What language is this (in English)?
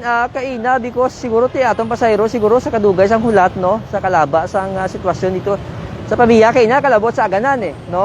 Hiligaynon